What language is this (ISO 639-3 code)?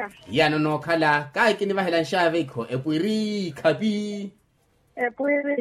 vmw